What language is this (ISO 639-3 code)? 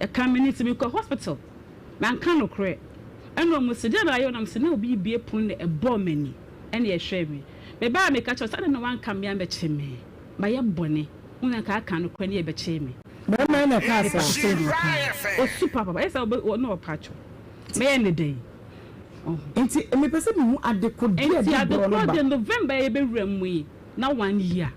aka